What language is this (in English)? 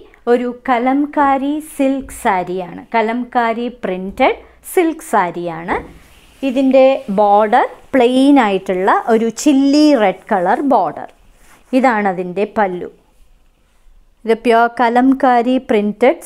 Malayalam